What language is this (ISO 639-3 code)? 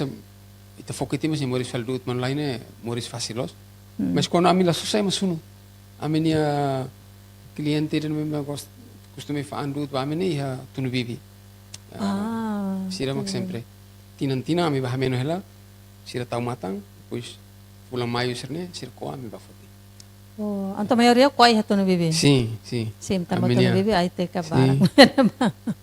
tet